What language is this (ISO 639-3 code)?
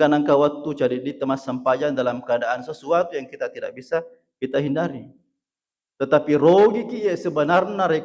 bug